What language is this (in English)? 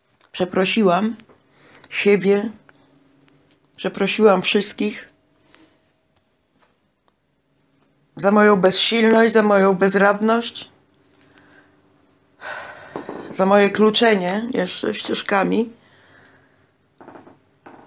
Polish